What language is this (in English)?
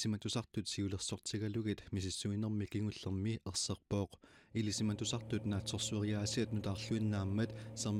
Kalaallisut